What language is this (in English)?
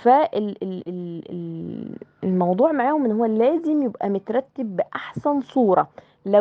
Egyptian Arabic